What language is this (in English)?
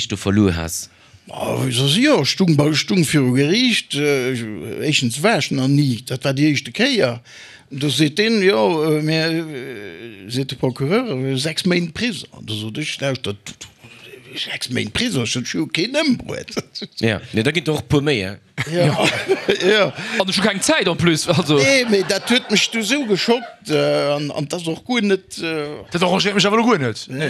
Luxembourgish